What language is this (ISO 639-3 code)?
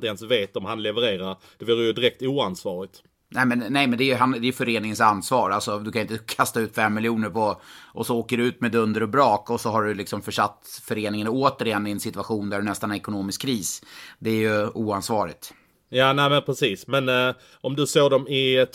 swe